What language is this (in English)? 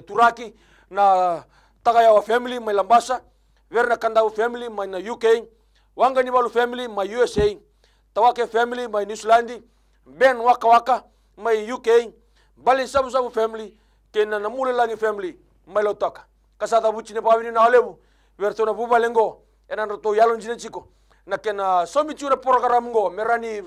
Fijian